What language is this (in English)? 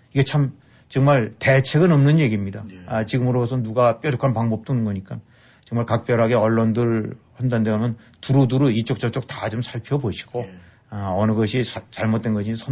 Korean